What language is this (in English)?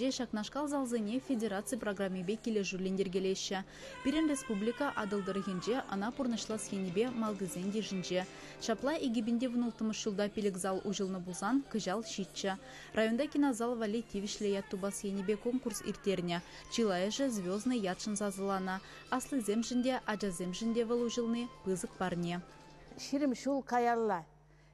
Chuvash